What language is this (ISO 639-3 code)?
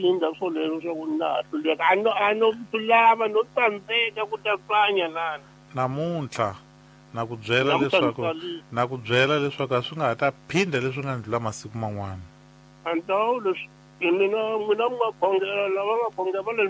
tso